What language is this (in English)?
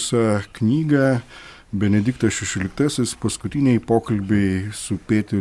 Lithuanian